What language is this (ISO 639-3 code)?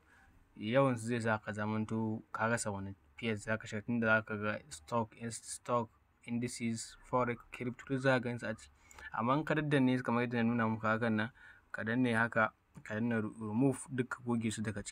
hau